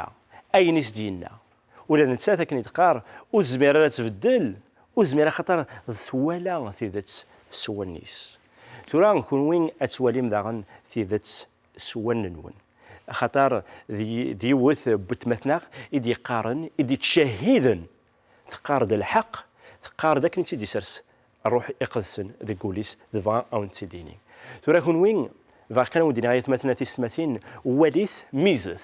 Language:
Kabyle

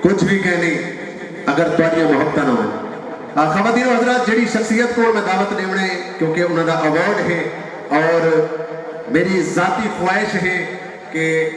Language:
Saraiki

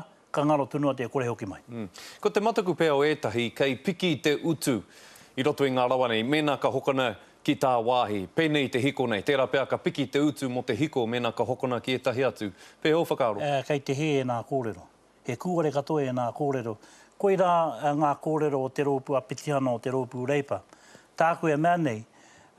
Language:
Māori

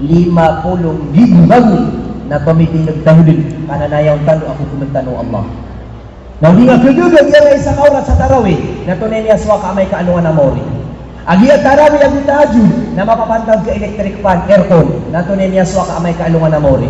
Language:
Maranao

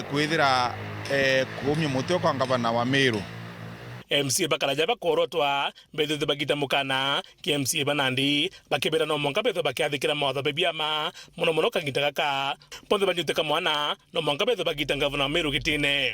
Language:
Meru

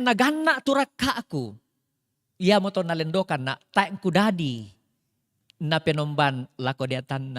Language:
Toraja-Sa'dan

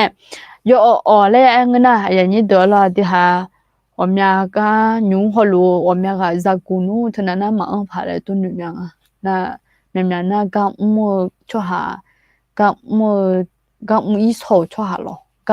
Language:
Akha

